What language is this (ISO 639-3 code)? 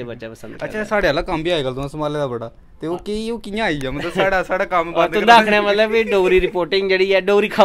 doi